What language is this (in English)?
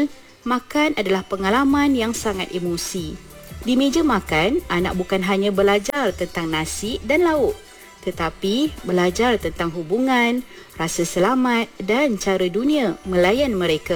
Malay